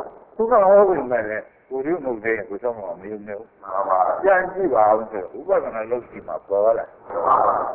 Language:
Burmese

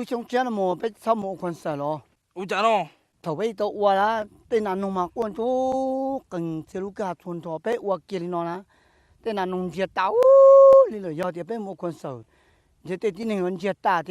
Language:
Hmong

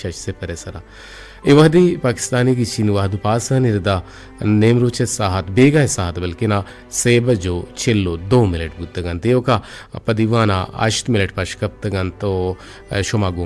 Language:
Eastern Balochi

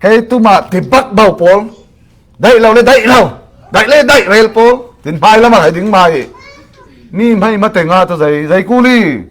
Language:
Falam Chin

